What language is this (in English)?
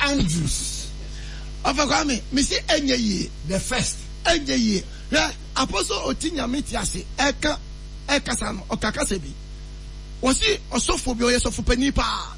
Akan